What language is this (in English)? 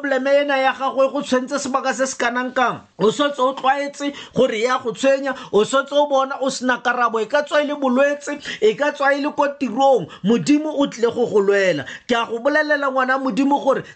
Tswana